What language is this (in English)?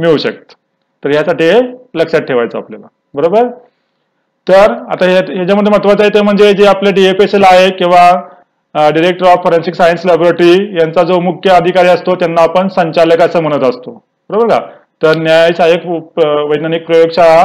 Marathi